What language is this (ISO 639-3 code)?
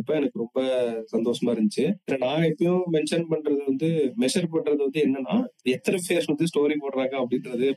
tam